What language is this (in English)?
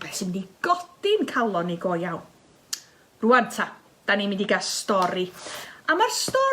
Welsh